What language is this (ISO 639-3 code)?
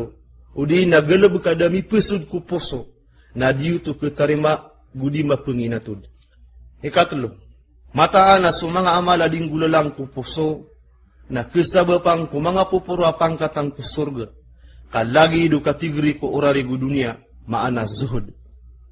mrw